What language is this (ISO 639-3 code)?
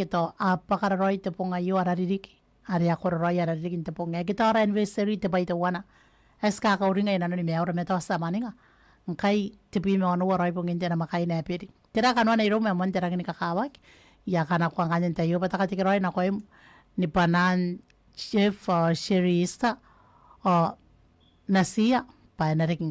gil